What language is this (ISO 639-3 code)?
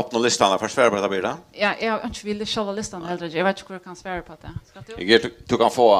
fao